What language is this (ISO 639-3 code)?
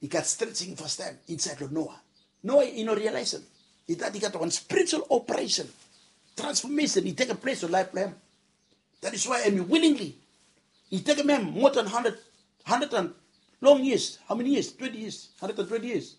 bis